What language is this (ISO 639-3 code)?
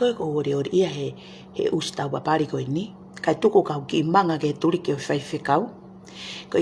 ton